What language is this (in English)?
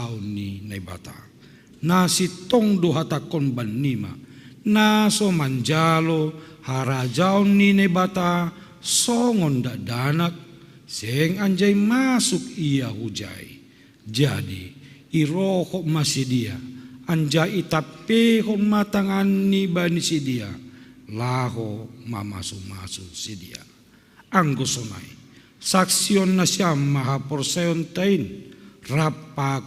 Batak Simalungun